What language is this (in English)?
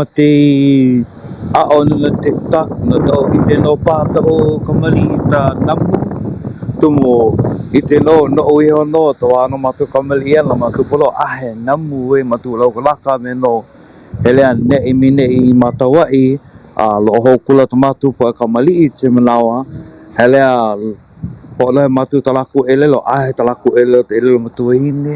Hawaiian